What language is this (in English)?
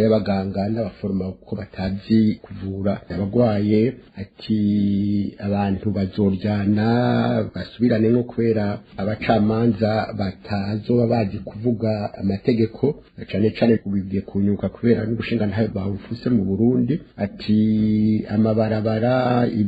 Rundi